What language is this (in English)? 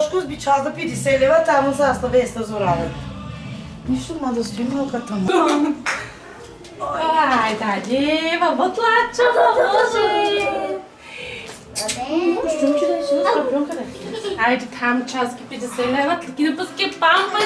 Bulgarian